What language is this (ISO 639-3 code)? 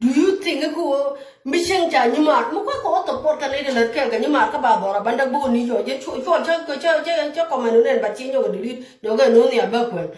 nus